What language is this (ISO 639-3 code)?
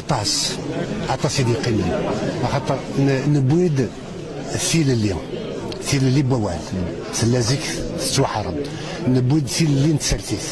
kab